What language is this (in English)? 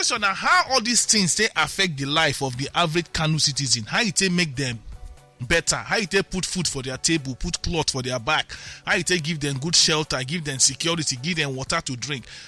Nigerian Pidgin